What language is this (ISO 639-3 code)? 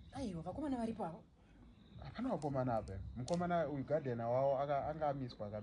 sna